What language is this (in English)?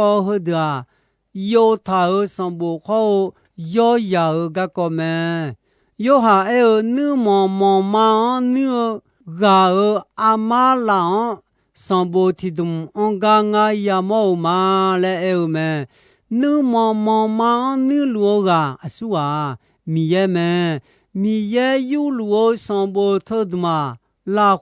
Akha